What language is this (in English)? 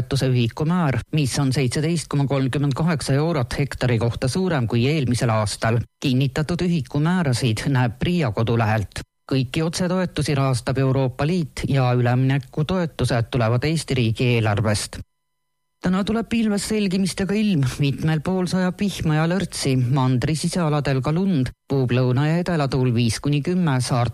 Estonian